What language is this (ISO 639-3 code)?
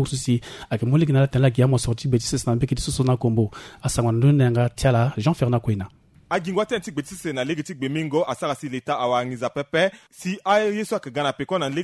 sag